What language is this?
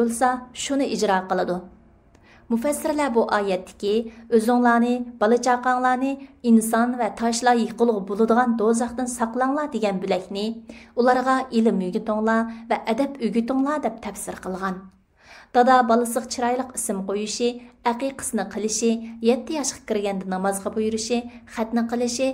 Uyghur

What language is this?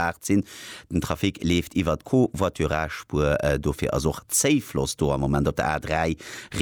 Luxembourgish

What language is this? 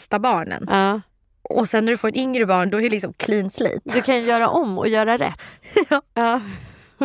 Swedish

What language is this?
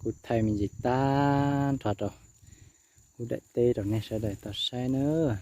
Hmong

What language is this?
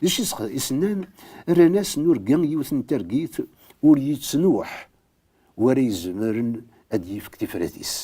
Kabyle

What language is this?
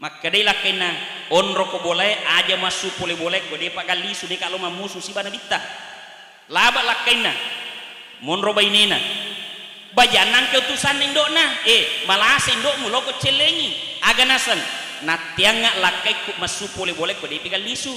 Buginese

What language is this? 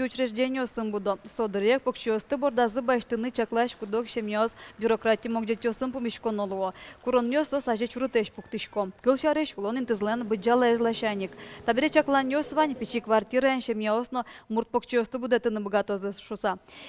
Udmurt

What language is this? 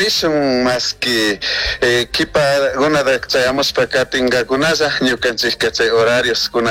Chimborazo Highland Quichua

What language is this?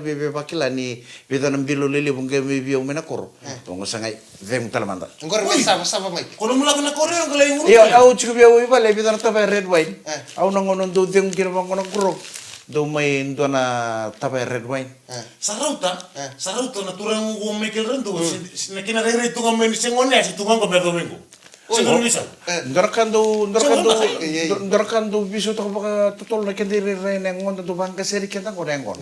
Fijian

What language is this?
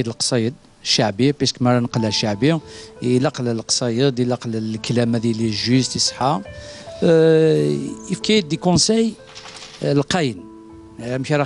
Kabyle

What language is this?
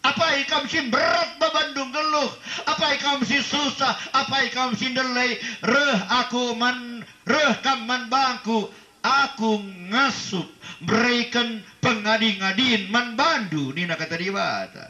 Batak Karo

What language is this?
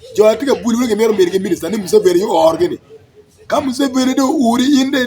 Acoli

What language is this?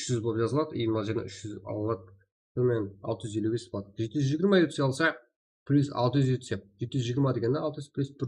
Kara-Kalpak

